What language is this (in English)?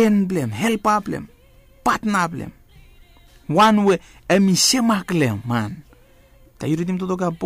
Bislama